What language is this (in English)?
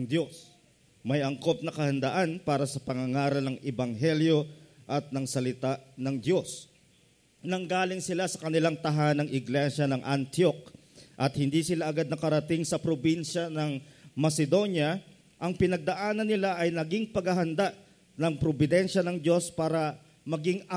Filipino